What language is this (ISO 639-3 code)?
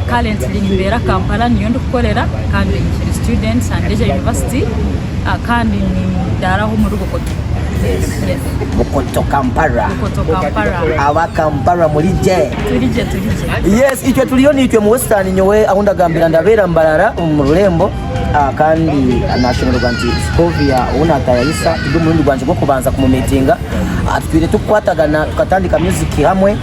nyn